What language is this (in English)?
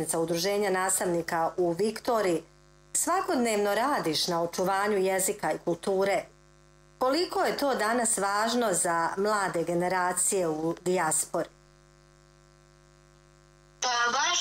Bosnian